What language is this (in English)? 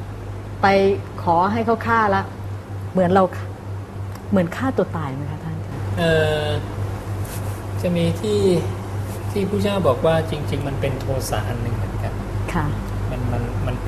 Thai